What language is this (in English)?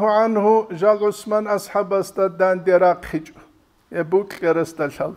Avaric